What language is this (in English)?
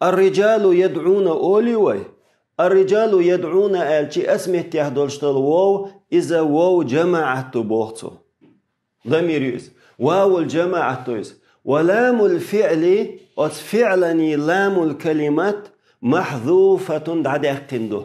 Chechen